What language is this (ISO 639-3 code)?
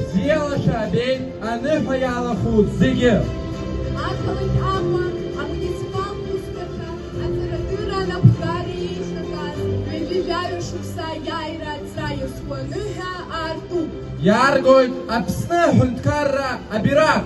abk